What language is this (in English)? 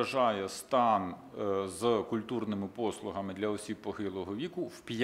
Ukrainian